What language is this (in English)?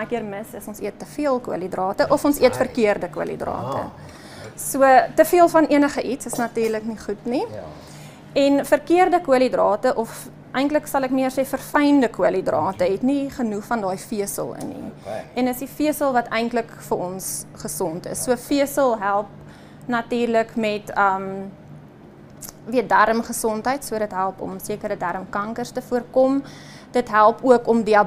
Afrikaans